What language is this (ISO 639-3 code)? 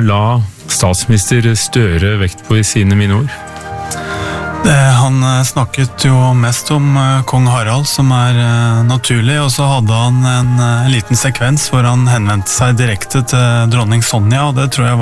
nor